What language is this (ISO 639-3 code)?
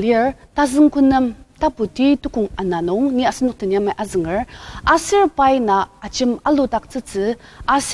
njo